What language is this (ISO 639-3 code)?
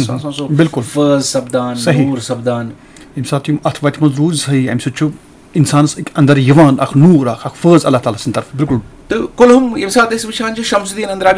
kas